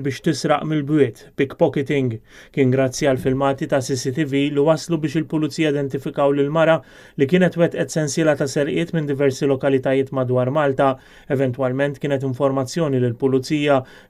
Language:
Maltese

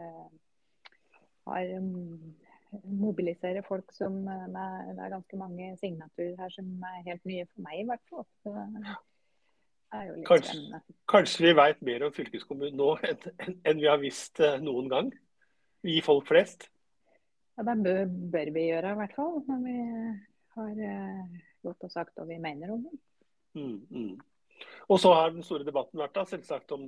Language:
Norwegian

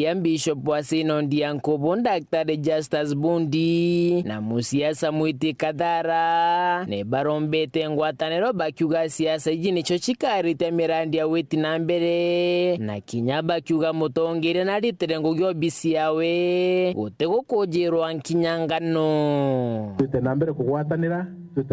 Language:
Meru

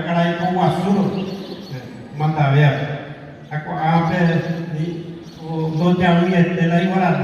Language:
Guarani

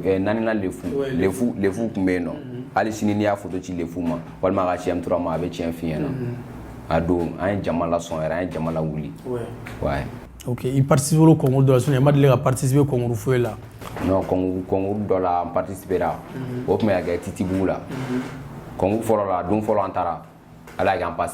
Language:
Bambara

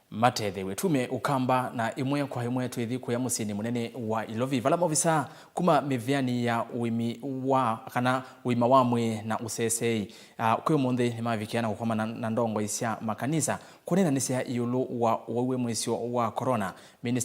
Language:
Kamba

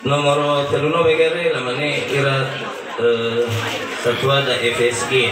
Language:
Nias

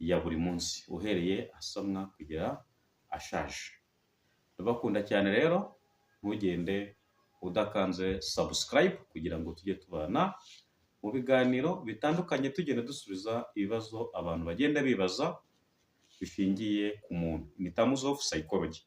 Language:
Kinyarwanda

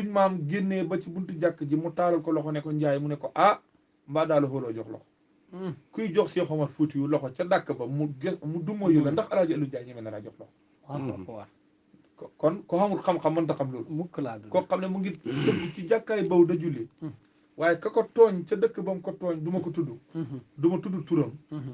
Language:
Wolof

